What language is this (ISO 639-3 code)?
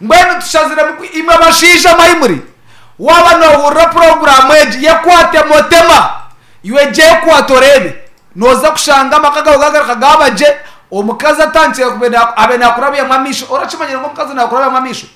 nyn